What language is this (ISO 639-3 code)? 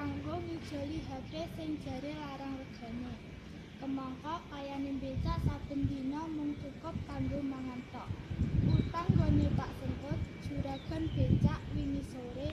jav